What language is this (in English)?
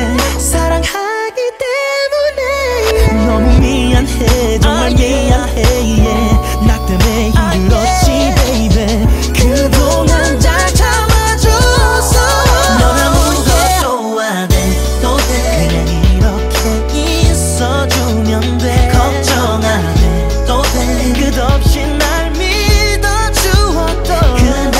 Korean